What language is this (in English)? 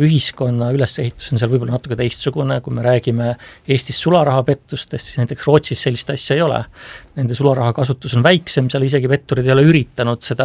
Estonian